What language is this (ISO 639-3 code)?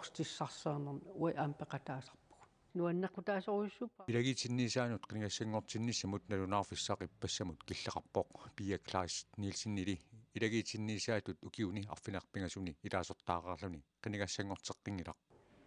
kal